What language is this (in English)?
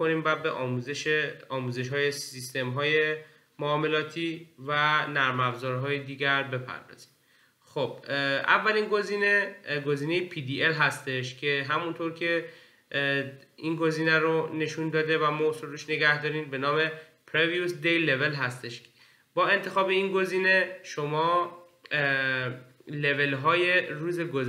Persian